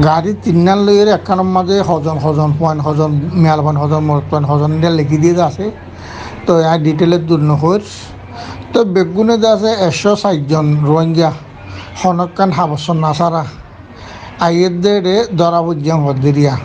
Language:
Rohingya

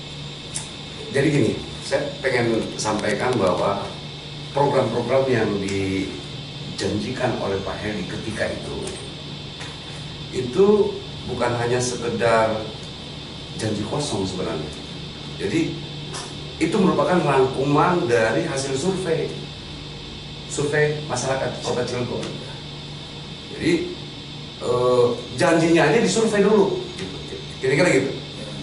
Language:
Indonesian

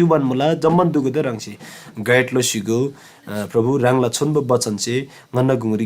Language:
Eastern Tamang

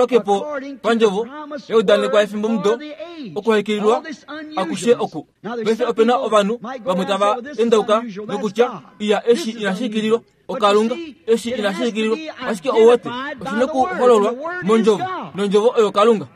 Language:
Kuanyama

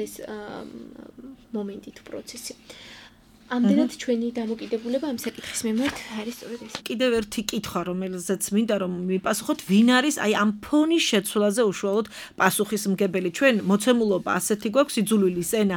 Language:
Georgian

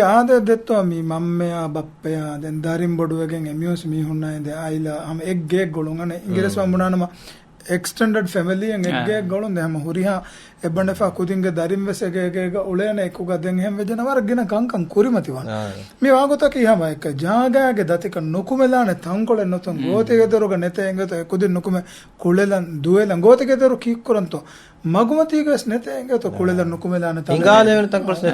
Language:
Divehi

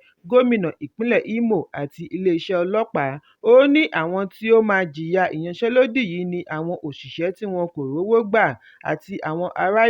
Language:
Yoruba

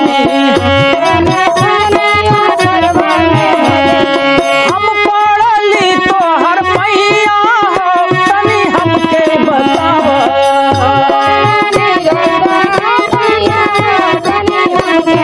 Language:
Bhojpuri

